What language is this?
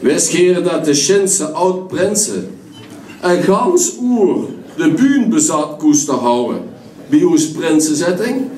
Limburgish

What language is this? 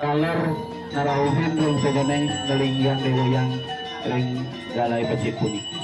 Balinese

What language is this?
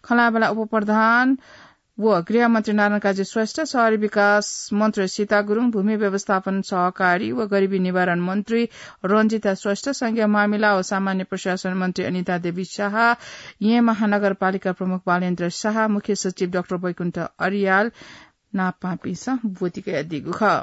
Newari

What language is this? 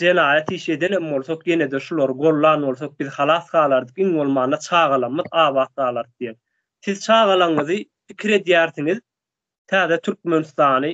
Turkmen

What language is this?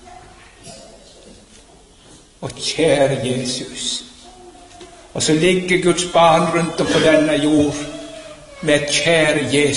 Norwegian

